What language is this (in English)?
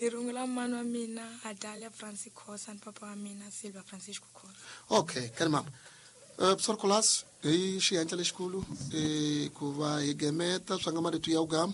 Tsonga